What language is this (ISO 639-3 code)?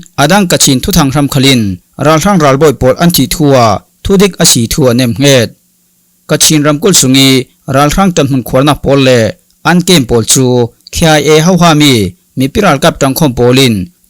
cfm